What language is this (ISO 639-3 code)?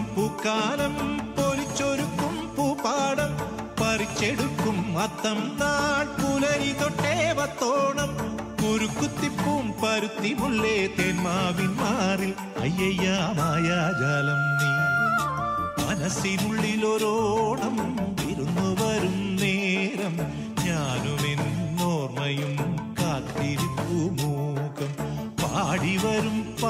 mal